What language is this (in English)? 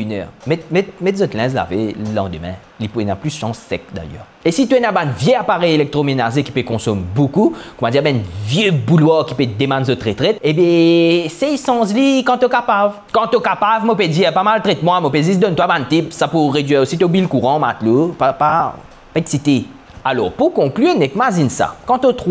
Morisyen